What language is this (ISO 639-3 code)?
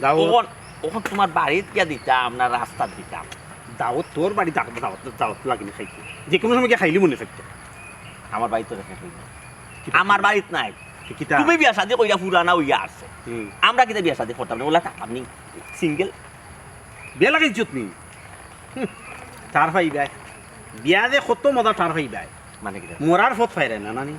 syl